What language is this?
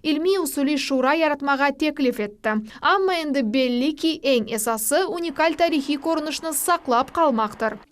Crimean Tatar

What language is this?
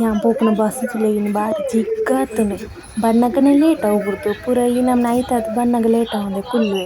Tulu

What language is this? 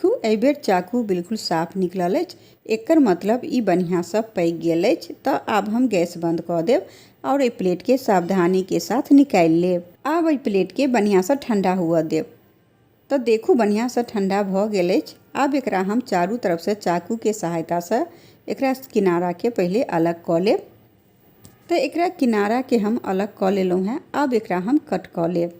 Maithili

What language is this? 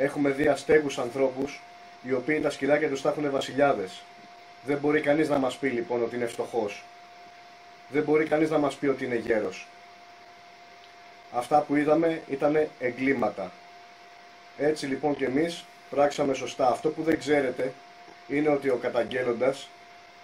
Greek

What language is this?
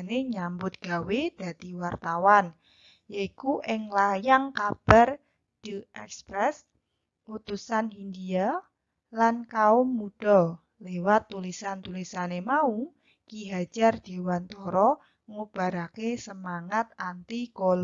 Javanese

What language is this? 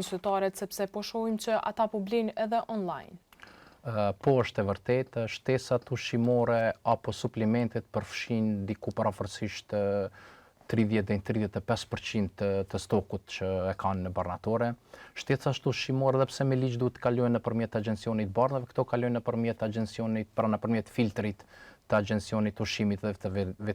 Albanian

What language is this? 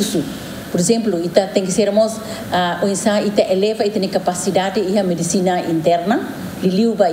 Tetum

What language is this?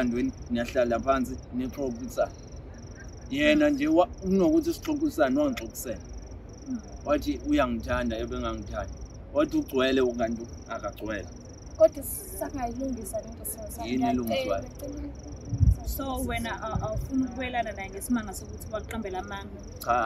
Zulu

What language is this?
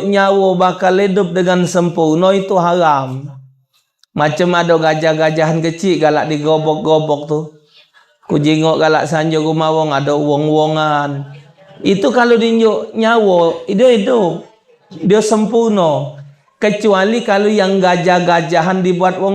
Musi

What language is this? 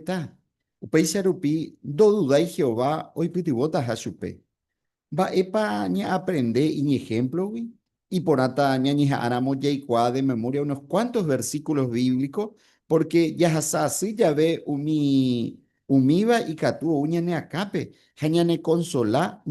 Guarani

